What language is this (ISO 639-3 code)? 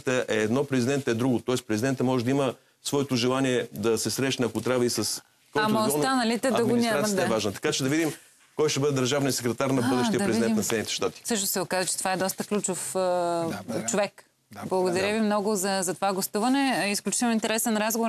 bul